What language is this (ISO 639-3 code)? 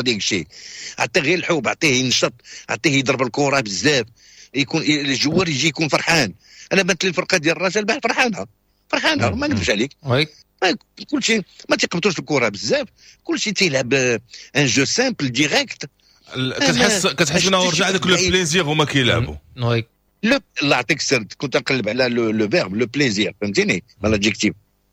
ary